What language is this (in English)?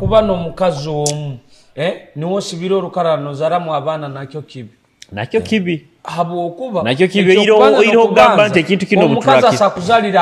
Nyoro